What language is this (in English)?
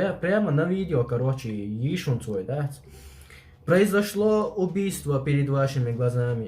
Chechen